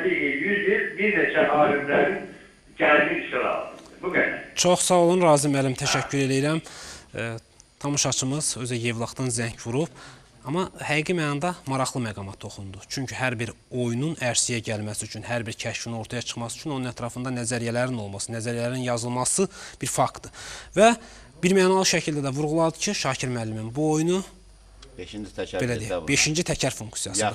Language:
Azerbaijani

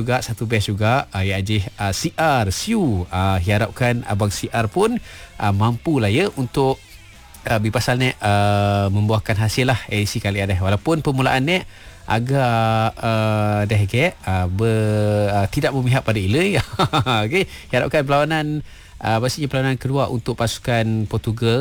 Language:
Malay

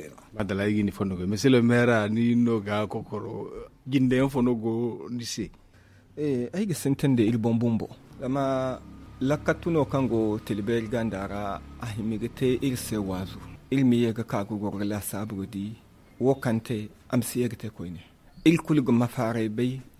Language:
Zarma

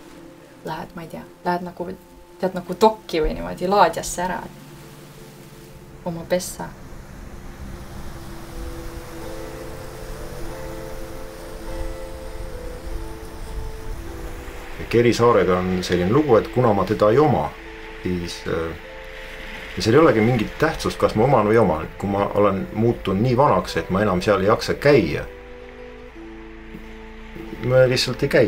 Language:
Estonian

